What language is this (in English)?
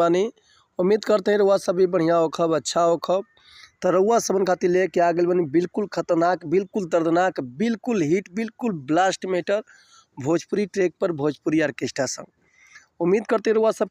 Bhojpuri